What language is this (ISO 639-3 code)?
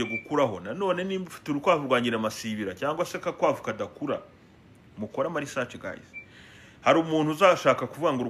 kin